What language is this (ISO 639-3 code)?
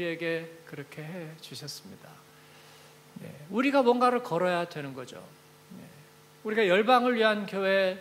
kor